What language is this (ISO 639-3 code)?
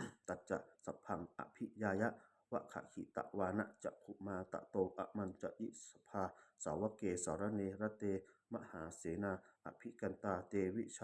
pli